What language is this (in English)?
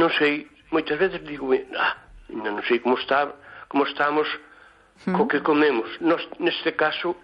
Galician